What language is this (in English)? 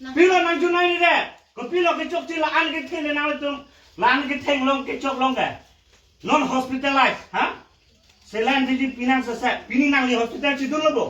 Karbi